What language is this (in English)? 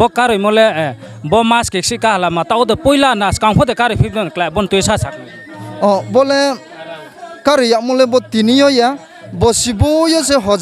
Riang (India)